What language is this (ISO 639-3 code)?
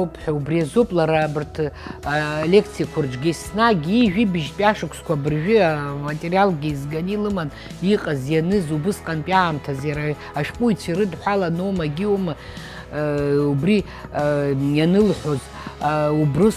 abk